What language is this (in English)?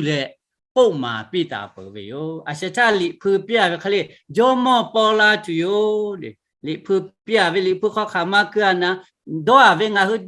Lahu